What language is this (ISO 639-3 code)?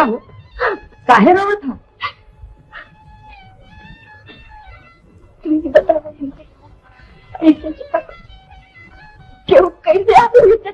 bho